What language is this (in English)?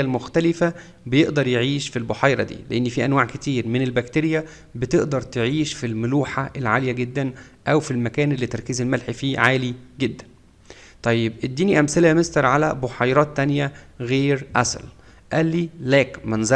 Egyptian Arabic